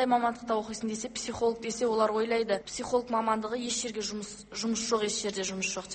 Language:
Kazakh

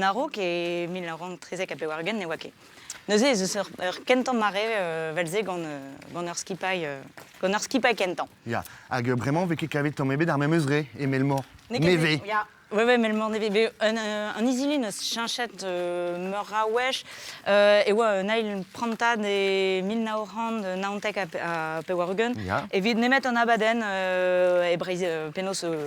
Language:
Breton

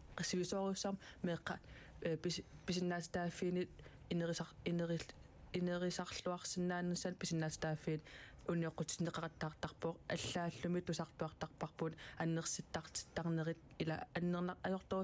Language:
Kalaallisut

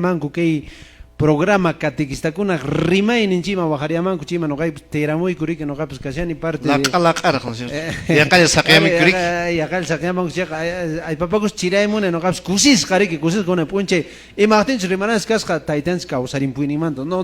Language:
Quechua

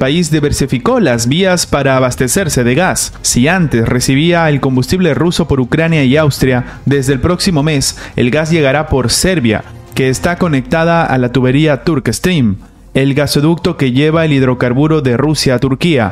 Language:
Spanish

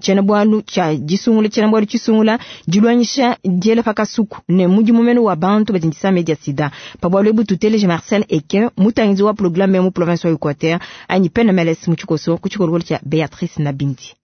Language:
Luba-Lulua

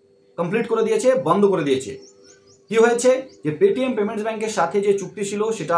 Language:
Bangla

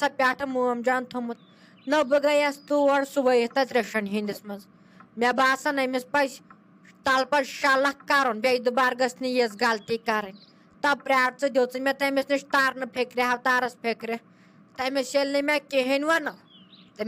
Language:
Kashmiri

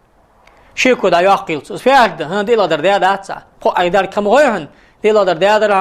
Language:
Ingush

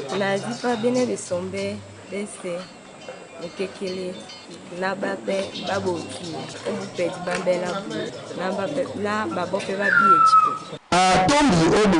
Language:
Duala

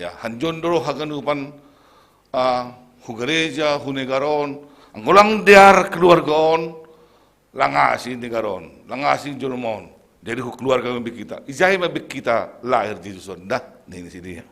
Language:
Batak Simalungun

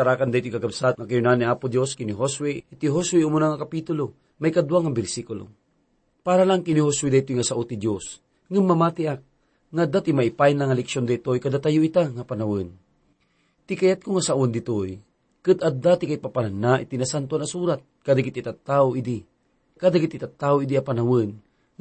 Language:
Iloko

